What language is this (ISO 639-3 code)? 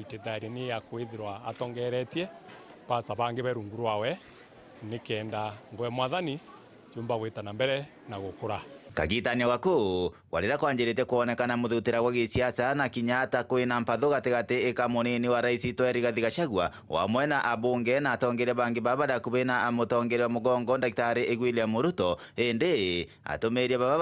mer